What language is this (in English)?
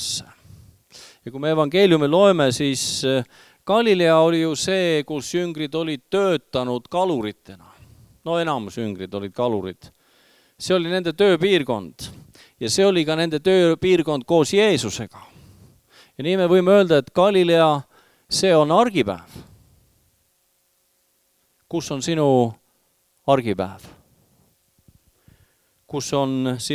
Estonian